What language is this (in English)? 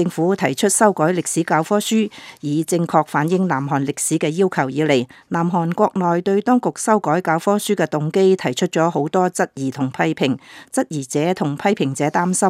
Cantonese